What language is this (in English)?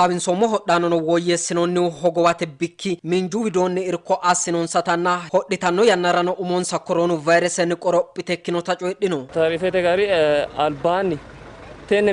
Sidamo